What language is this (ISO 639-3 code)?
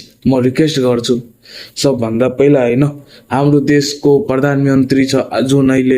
nep